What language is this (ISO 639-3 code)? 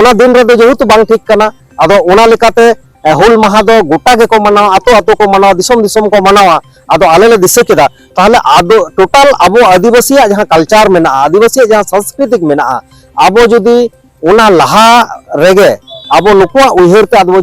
sat